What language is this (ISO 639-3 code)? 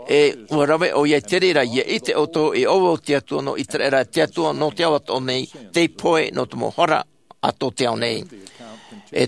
tah